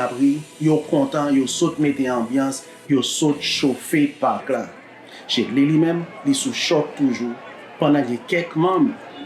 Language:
Haitian Creole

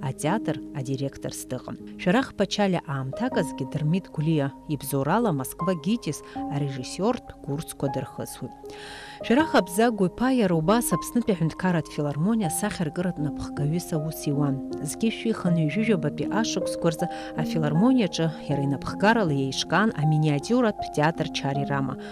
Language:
Abkhazian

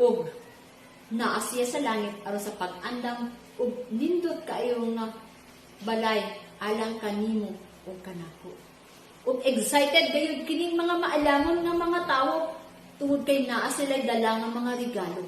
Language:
Cebuano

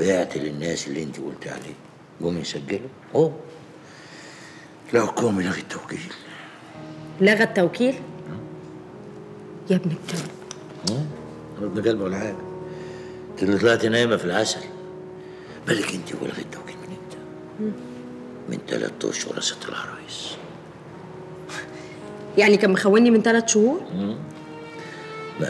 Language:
Egyptian Arabic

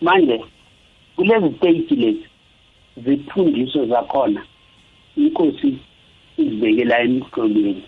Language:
South Ndebele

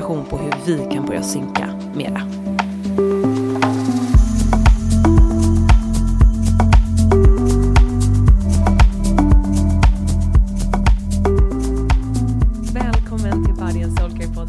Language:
Swedish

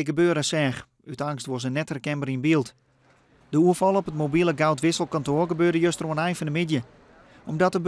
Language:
Western Frisian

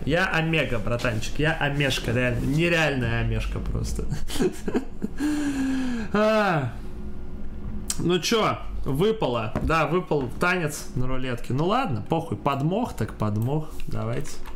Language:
Russian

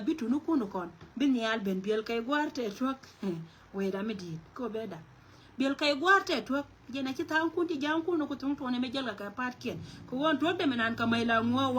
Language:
Nuer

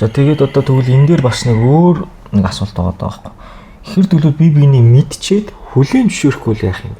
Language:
Mongolian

